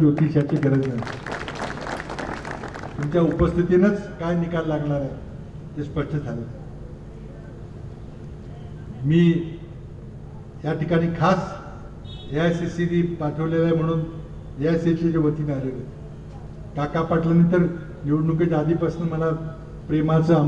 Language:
Marathi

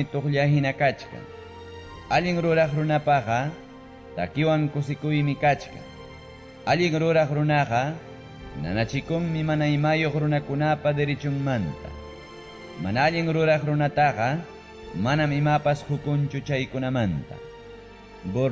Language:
Ayacucho Quechua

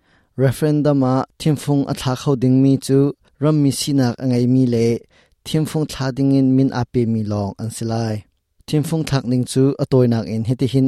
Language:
Hakha Chin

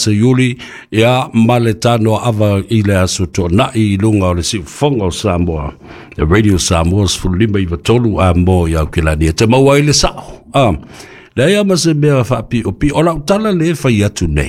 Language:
Samoan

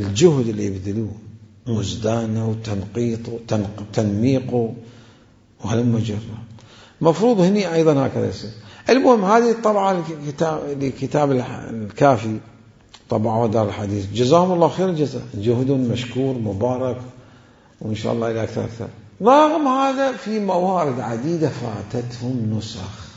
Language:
Mesopotamian Arabic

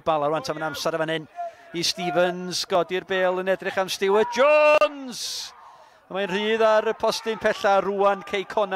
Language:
Welsh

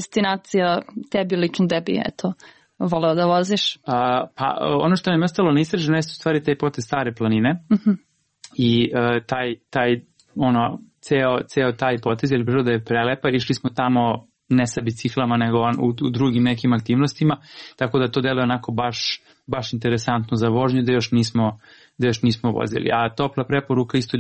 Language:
Serbian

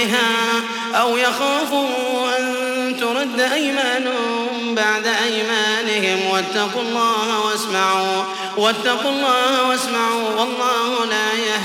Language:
Arabic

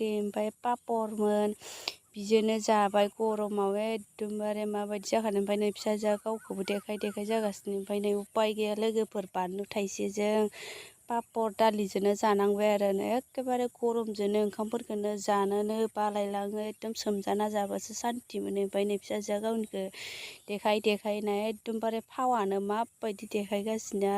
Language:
Bodo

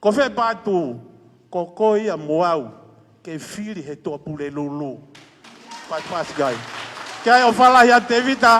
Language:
Tongan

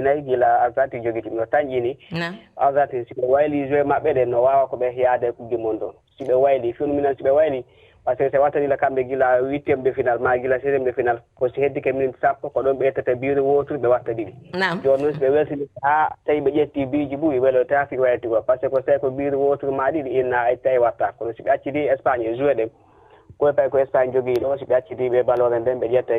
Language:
Fula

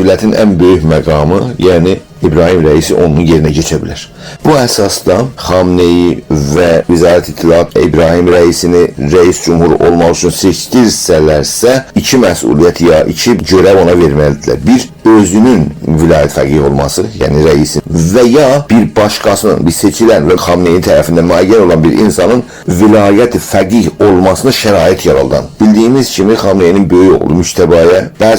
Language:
South Azerbaijani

